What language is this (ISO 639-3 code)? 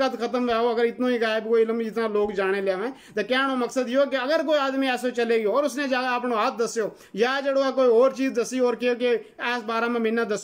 gju